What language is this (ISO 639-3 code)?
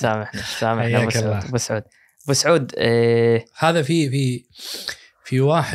ars